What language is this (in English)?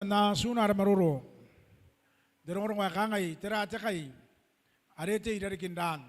Gilbertese